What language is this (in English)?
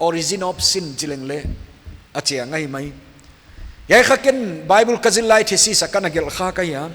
Paite Chin